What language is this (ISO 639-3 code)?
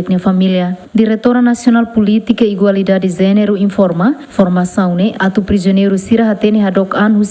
tet